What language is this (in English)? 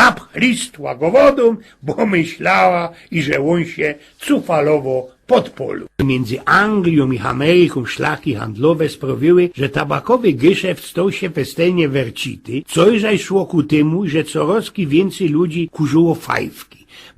Silesian